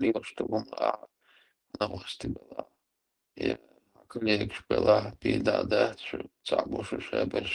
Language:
Chechen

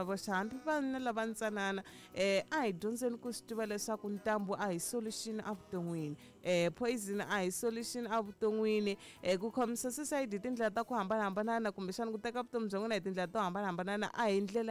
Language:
Tsonga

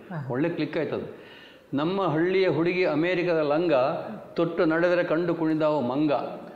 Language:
Kannada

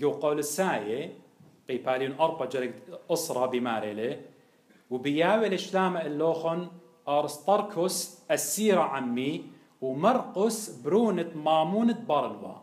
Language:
Assyrian Neo-Aramaic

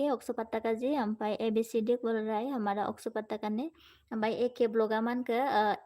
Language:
Bodo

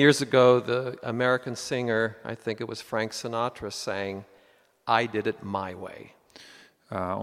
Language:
Latvian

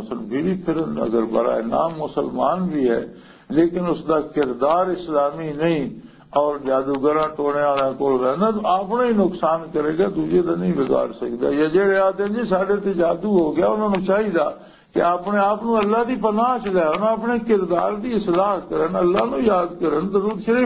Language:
Western Panjabi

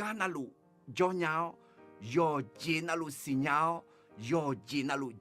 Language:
Akha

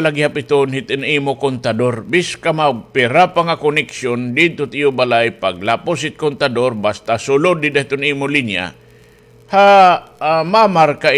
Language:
Waray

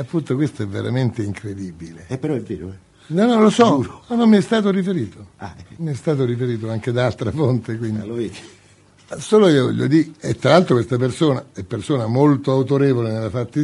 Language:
Italian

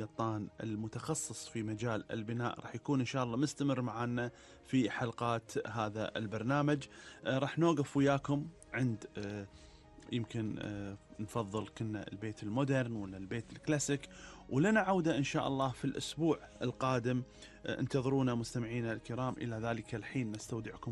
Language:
Gulf Arabic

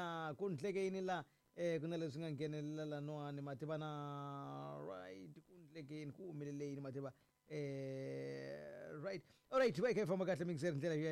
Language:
Tsonga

